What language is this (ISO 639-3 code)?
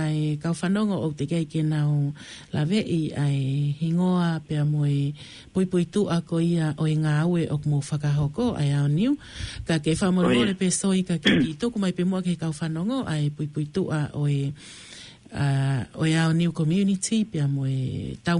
ton